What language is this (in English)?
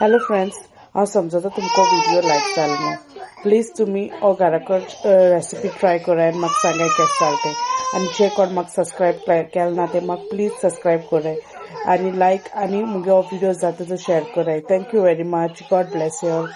Konkani